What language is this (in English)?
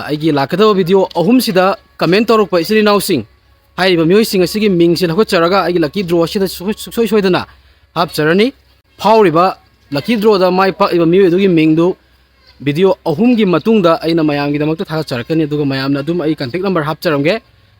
Manipuri